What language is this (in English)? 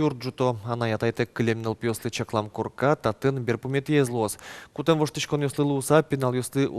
Udmurt